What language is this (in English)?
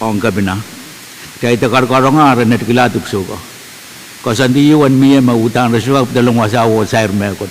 Pohnpeian